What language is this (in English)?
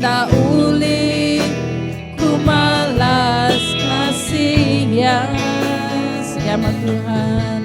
Iban